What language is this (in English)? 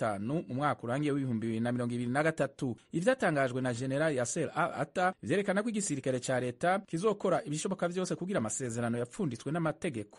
Rundi